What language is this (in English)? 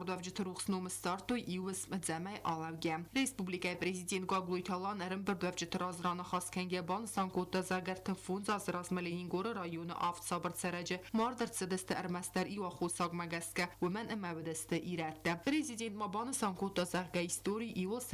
Ossetic